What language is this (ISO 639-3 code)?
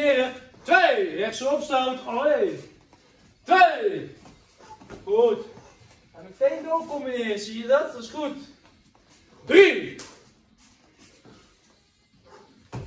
nld